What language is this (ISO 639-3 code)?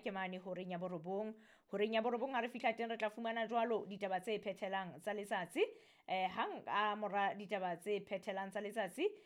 sot